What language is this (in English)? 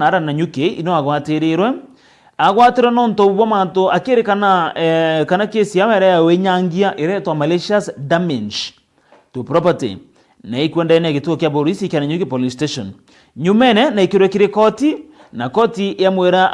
Meru